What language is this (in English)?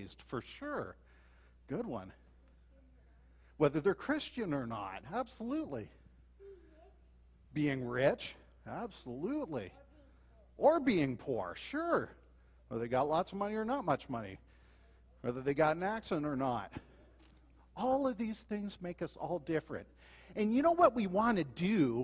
English